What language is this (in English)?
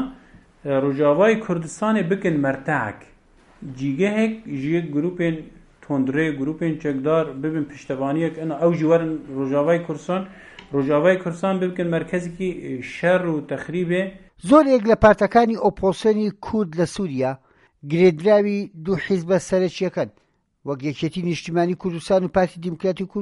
Central Kurdish